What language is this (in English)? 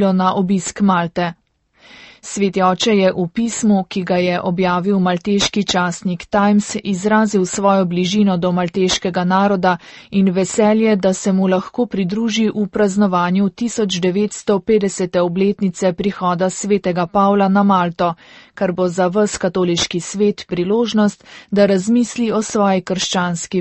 Slovenian